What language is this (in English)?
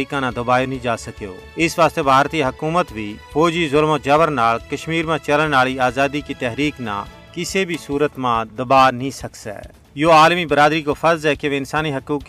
Gujari